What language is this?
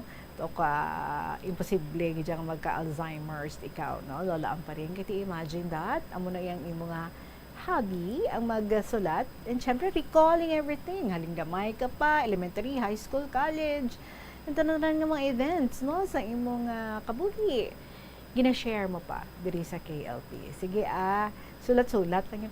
Hiligaynon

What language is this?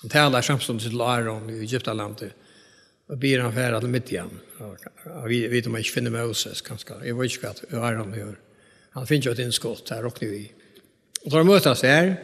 Faroese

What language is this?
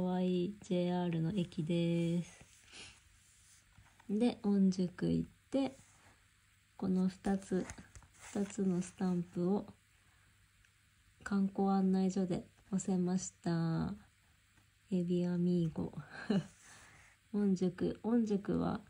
Japanese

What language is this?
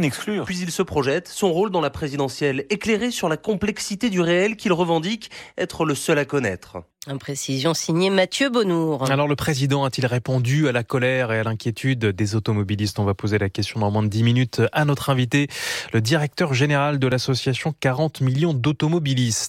French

